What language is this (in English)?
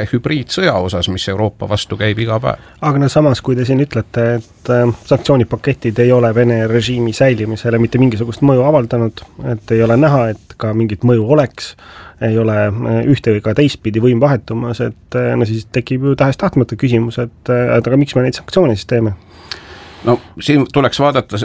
Estonian